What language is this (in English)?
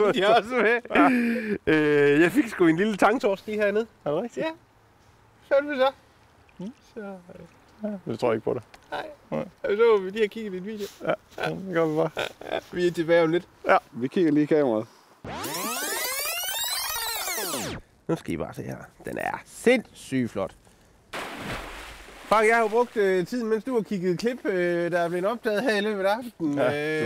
Danish